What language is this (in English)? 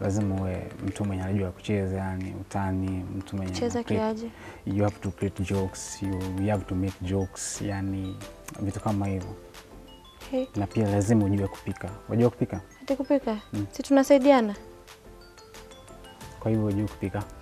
Swahili